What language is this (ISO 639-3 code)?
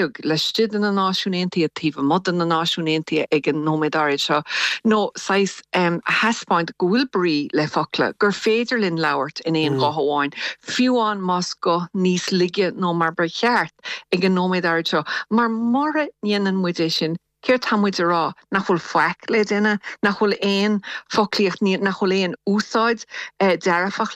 gle